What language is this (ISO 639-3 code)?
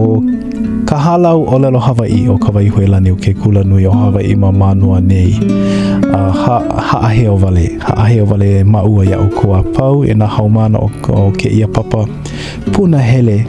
haw